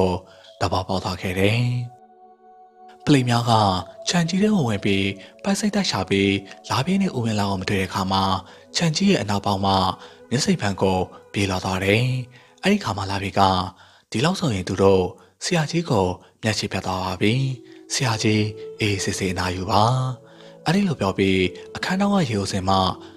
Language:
Burmese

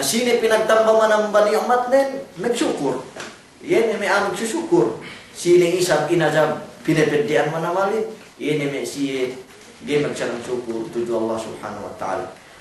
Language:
Yakan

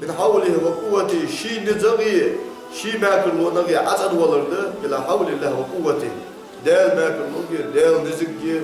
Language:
Ingush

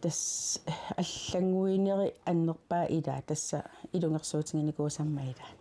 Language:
Kalaallisut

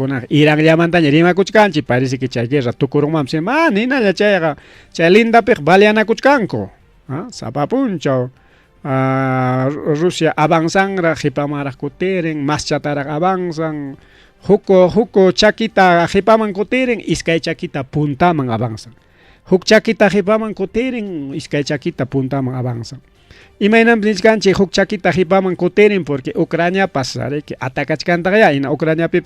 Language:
Ayacucho Quechua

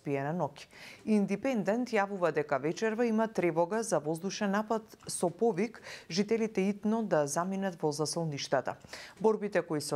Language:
Macedonian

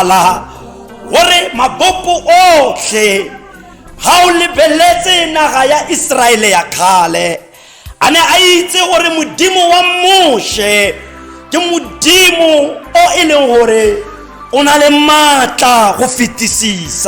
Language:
Tswana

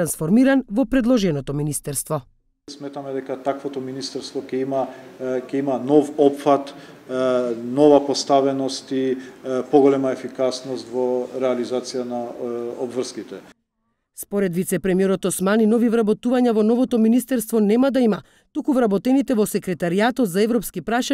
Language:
Macedonian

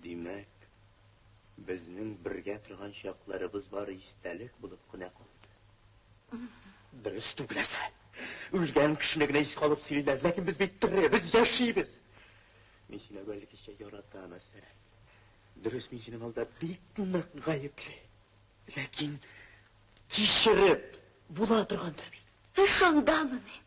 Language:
Tatar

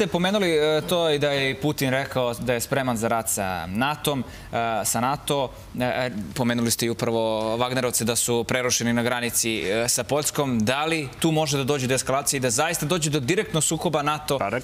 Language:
Serbian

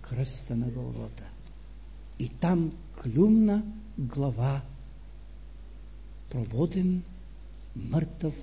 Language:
Bulgarian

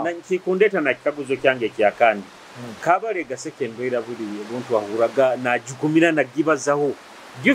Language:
Nyoro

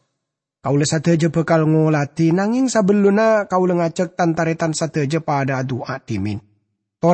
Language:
Madurese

